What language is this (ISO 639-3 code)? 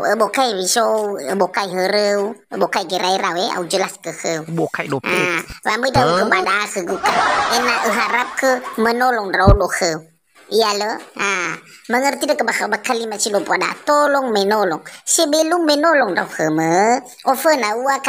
nia